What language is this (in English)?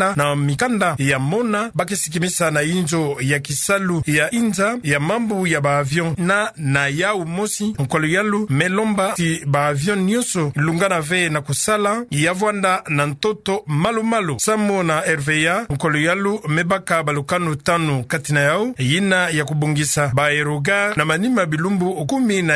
Kituba (Democratic Republic of Congo)